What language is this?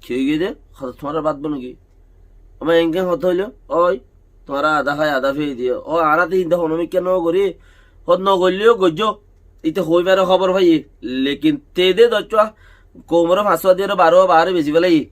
Rohingya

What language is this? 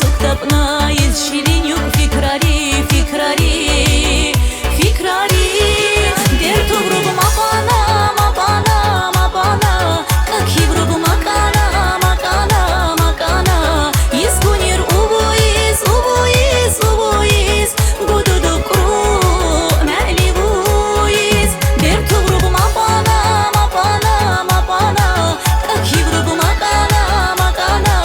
Tabassaran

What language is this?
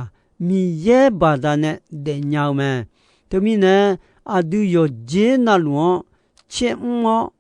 Akha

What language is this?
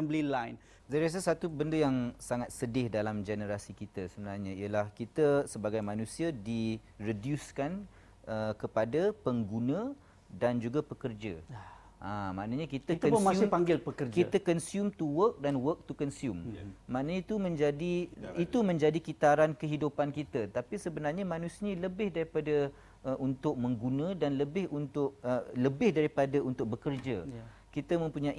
Malay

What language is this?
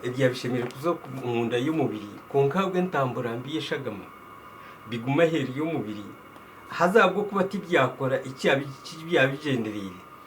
Nyankole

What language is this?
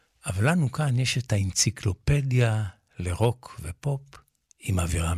Hebrew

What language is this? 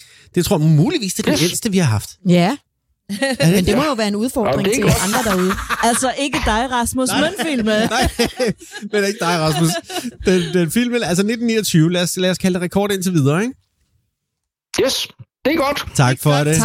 Danish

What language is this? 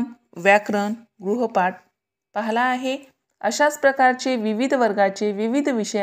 Marathi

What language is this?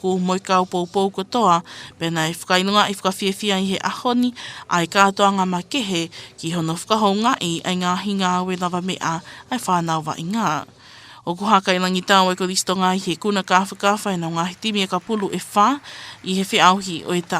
Tongan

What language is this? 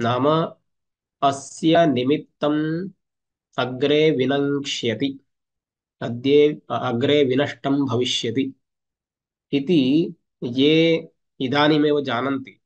Sanskrit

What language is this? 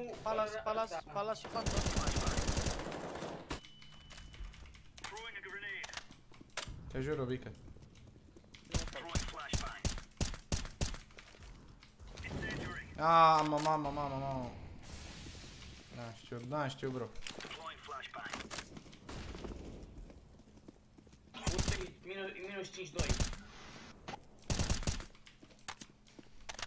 Romanian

